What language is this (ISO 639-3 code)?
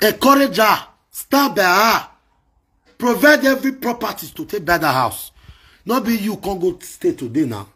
pcm